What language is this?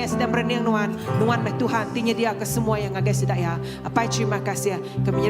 Iban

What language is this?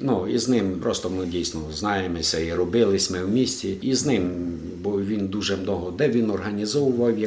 Rusyn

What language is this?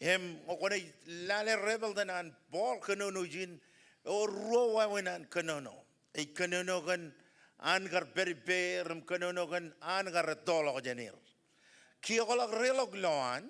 Marshallese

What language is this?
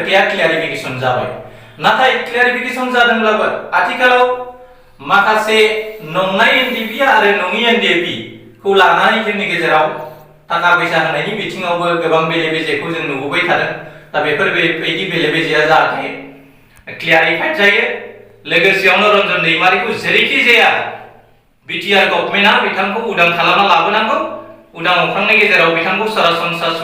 Bodo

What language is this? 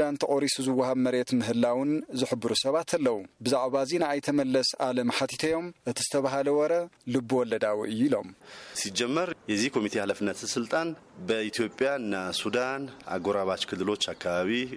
Tigrinya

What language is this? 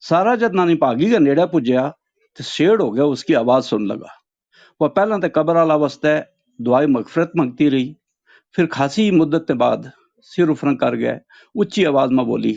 Gujari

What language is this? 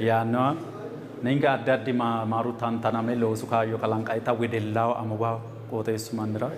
Sidamo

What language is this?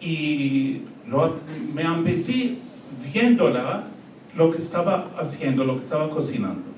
Ladino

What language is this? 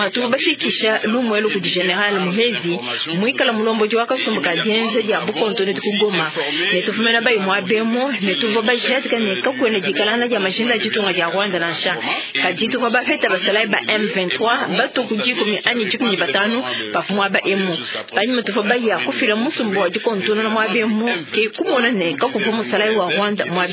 Luba-Lulua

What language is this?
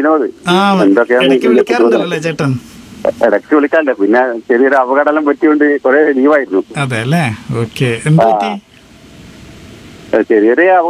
Malayalam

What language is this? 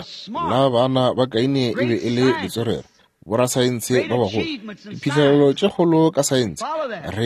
Northern Sotho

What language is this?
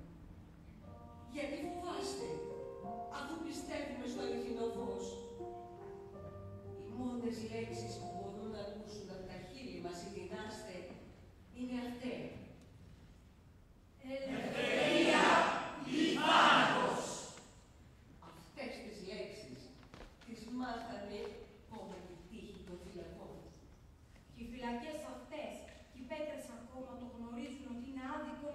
Greek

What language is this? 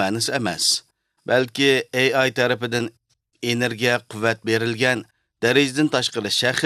Uyghur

